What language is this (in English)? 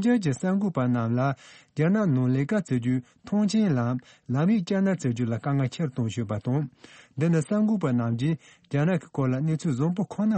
Tibetan